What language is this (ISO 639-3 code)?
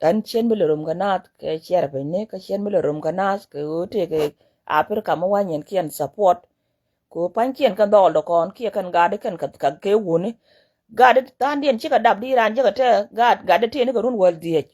nus